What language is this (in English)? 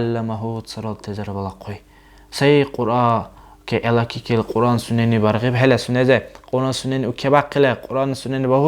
Dargwa